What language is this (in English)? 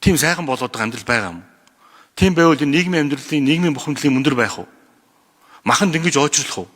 Mongolian